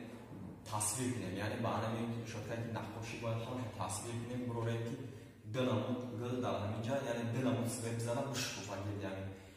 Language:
Tajik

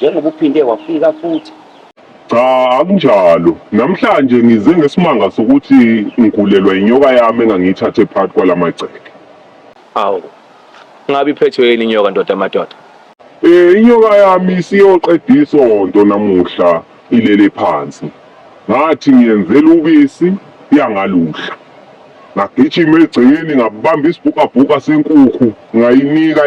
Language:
Zulu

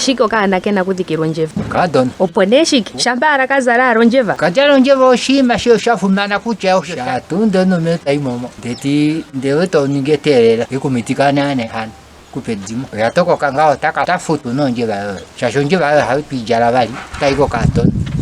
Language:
Ndonga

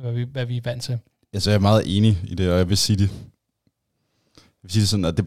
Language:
Danish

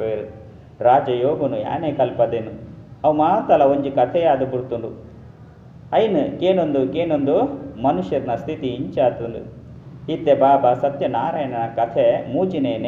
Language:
Tulu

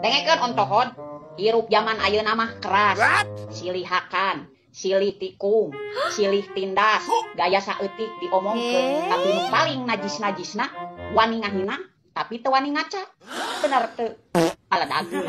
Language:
Sundanese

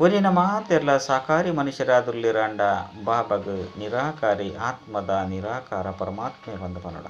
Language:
Tulu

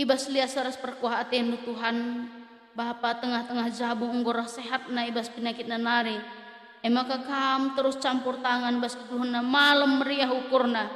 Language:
Batak Karo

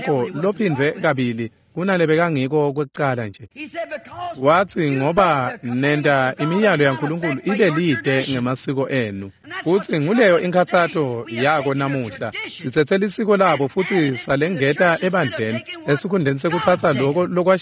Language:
Swati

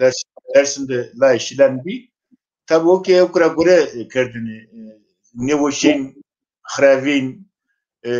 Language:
Zaza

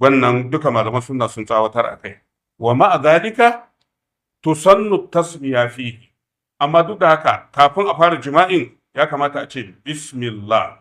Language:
Hausa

